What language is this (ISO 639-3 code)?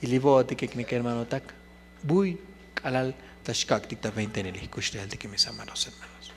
tzo